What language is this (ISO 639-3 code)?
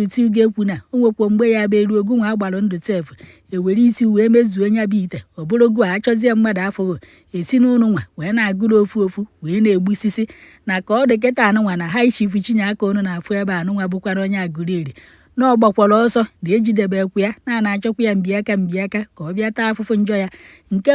ibo